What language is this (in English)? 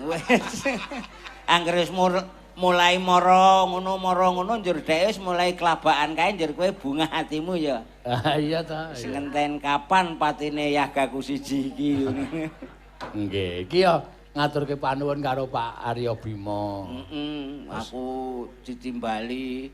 Javanese